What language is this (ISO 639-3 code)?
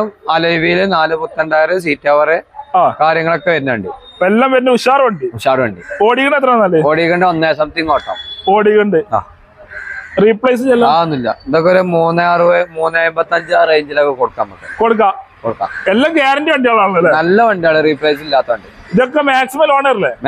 mal